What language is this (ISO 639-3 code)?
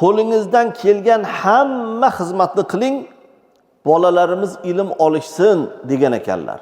uzb